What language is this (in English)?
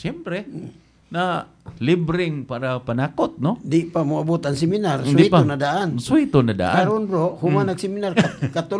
Cebuano